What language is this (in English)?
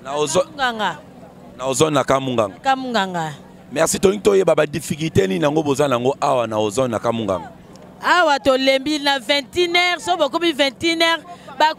Lingala